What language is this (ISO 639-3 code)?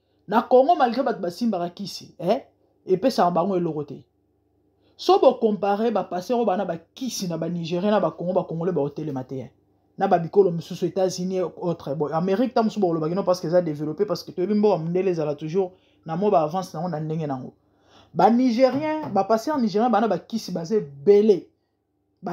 lin